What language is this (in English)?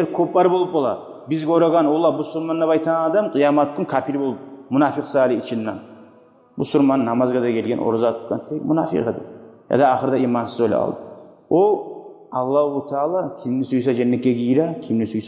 Kumyk